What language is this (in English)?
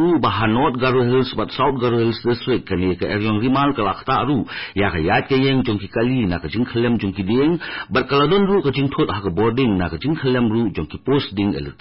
Khasi